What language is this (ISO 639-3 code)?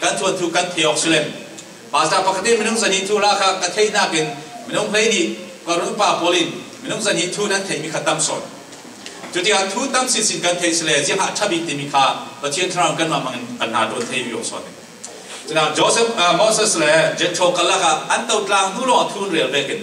cfm